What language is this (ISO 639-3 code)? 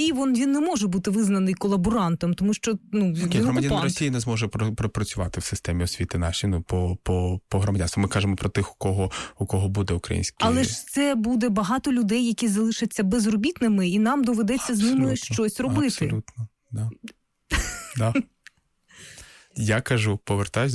ukr